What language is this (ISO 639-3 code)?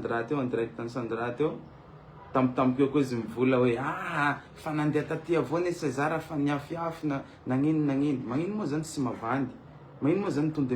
mlg